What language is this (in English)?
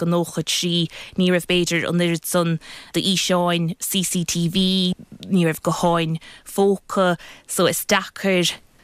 Irish